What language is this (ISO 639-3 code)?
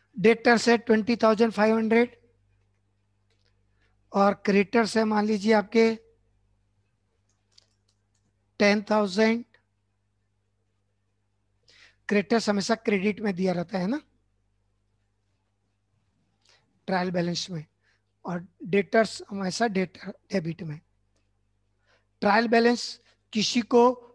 hin